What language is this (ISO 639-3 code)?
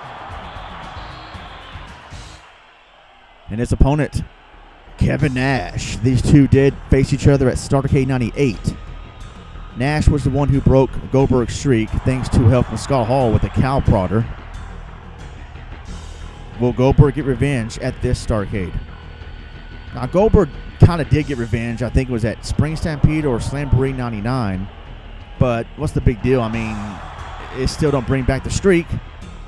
eng